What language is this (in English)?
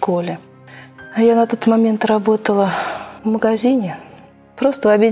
Russian